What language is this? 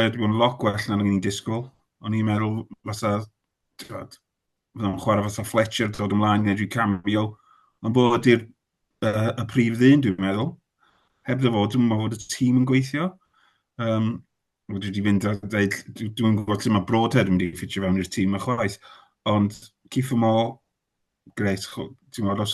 Welsh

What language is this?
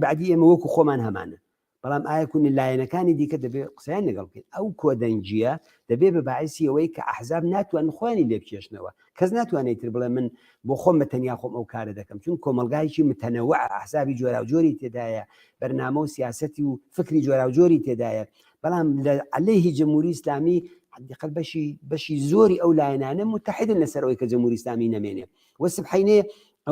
Central Kurdish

